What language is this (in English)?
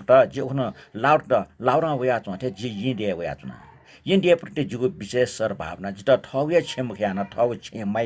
Newari